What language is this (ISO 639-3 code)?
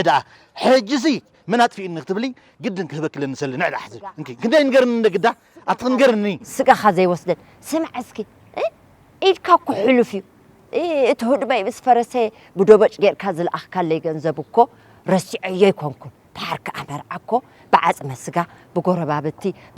tir